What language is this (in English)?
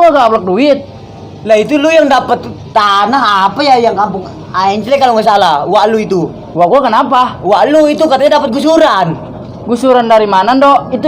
Betawi